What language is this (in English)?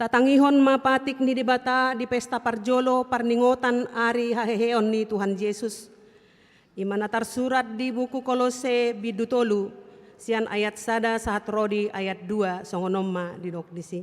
Batak Toba